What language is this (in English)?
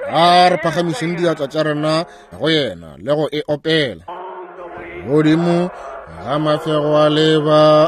Northern Sotho